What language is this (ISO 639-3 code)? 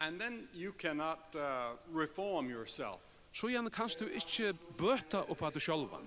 fao